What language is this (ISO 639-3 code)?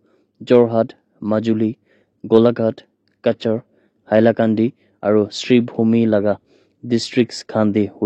nag